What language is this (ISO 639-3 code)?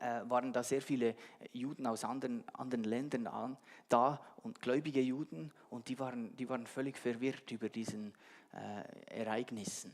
gsw